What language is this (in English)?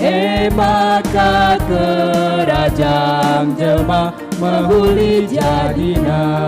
Batak Karo